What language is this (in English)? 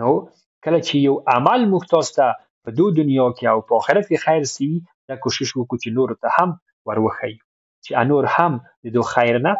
Pashto